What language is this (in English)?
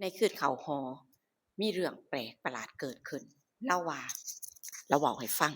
Northeastern Thai